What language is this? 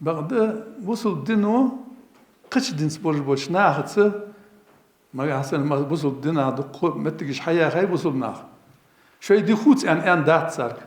Ingush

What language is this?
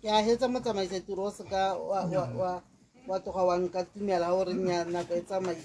Tswana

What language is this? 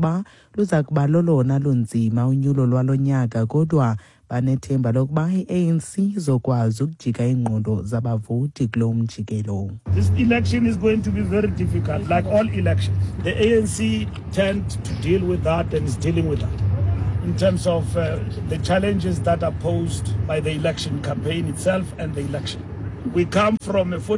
Xhosa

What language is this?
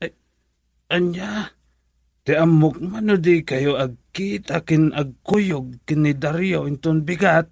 Iloko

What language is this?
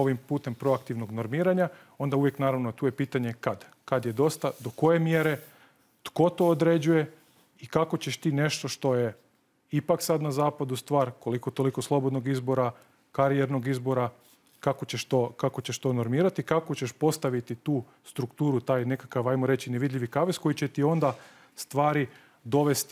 Croatian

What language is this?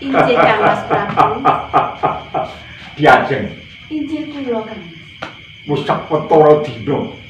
Javanese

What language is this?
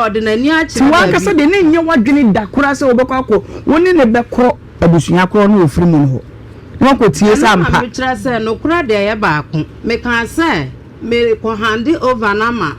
Akan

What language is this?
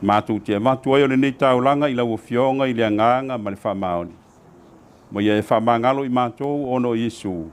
Samoan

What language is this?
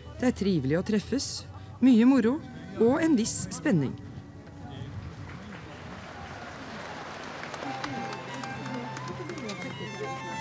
Norwegian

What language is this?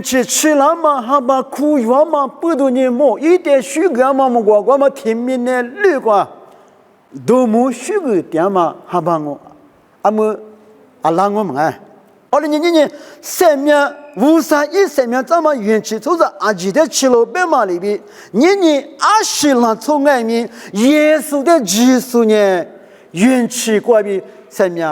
Lisu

